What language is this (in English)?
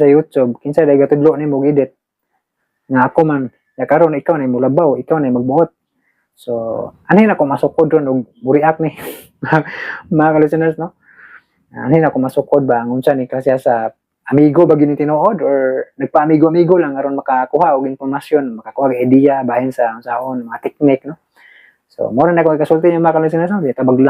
Cebuano